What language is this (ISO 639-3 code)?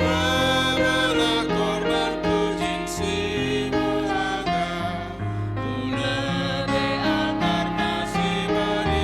btx